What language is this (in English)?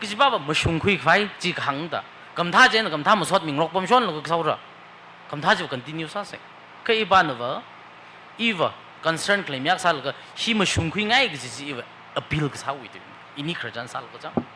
Tangkhul Naga (India)